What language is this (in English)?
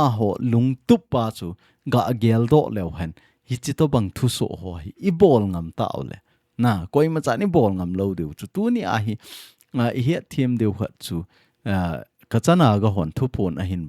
Thado Chin